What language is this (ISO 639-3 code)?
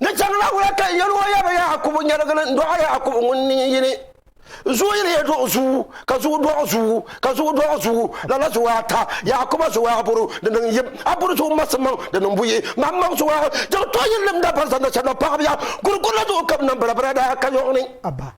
dag